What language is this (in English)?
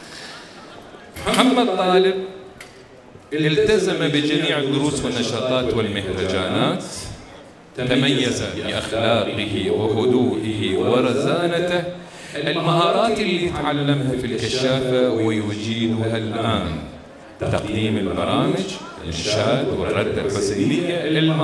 Arabic